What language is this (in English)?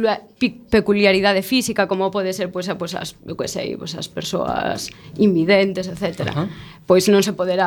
Galician